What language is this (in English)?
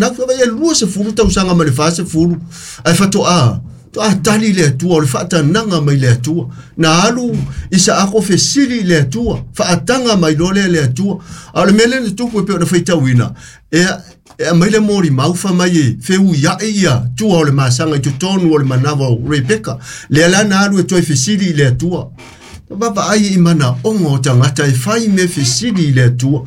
Samoan